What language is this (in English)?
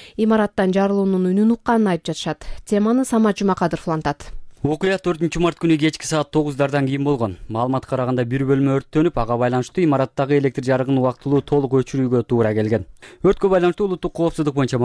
Kyrgyz